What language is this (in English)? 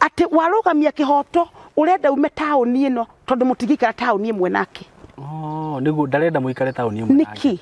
Kikuyu